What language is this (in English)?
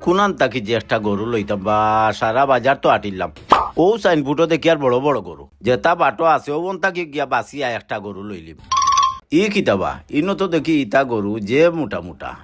Sylheti